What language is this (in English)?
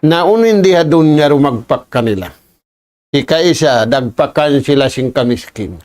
Tausug